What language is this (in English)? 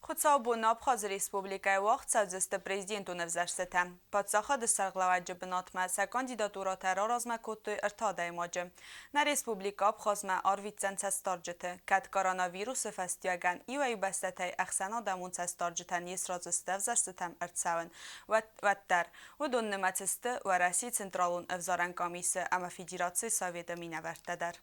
Ossetic